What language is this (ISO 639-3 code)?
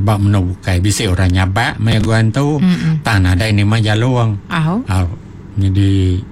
iba